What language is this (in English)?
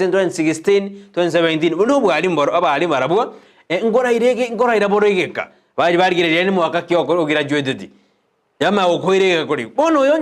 Gusii